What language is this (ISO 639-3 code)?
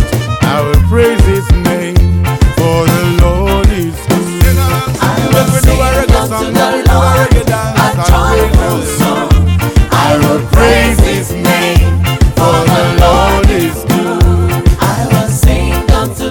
eng